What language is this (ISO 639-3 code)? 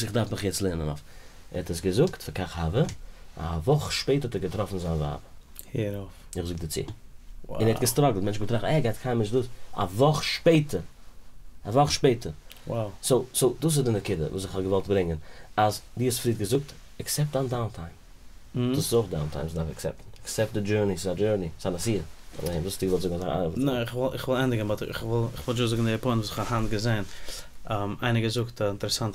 yid